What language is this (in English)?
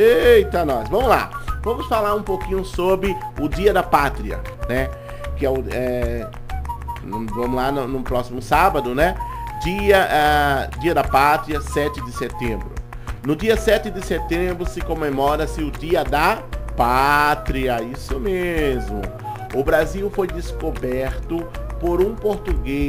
Portuguese